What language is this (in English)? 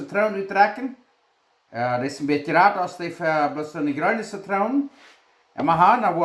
Plautdietsch